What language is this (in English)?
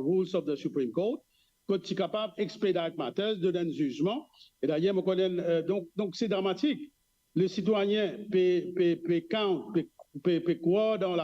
Morisyen